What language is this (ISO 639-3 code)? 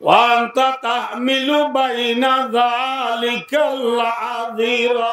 rhg